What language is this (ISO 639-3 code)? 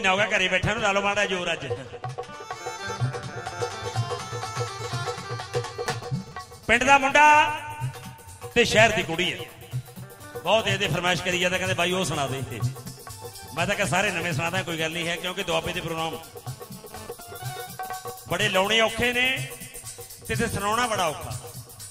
pan